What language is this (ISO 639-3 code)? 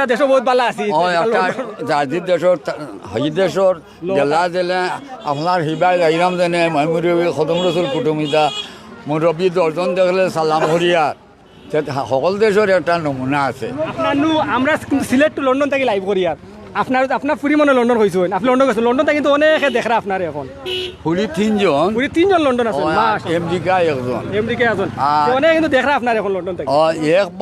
syl